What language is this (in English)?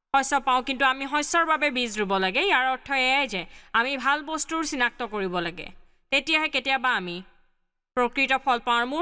Assamese